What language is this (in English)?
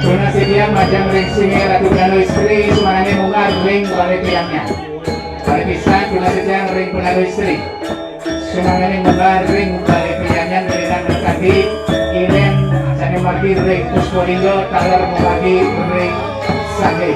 Balinese